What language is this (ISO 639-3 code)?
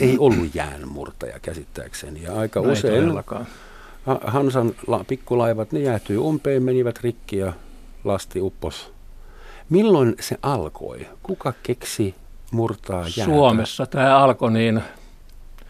fin